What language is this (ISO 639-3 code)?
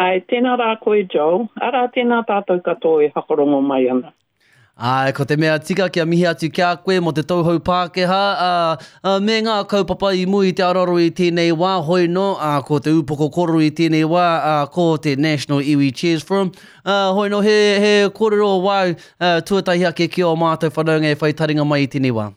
mri